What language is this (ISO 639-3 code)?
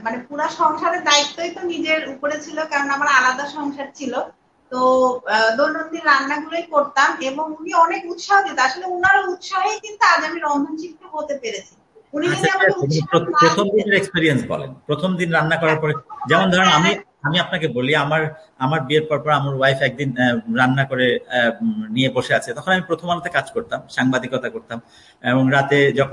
ben